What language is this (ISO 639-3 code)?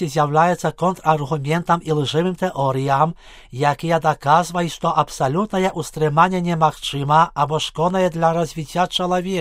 bel